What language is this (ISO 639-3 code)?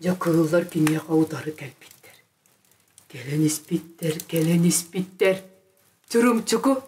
sah